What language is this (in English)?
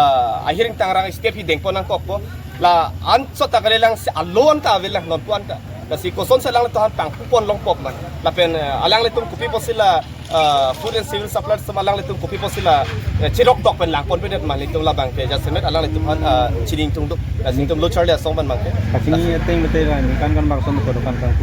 Karbi